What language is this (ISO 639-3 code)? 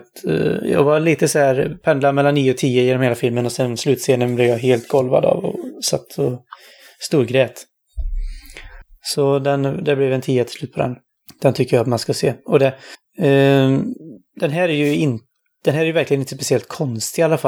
swe